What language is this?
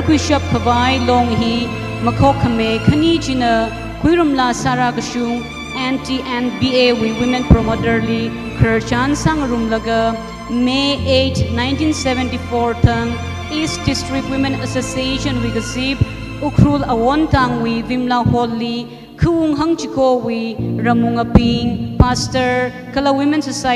Tangkhul Naga (India)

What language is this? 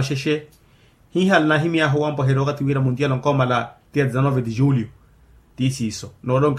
Makhuwa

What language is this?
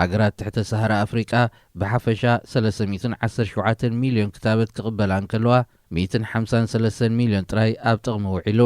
Tigrinya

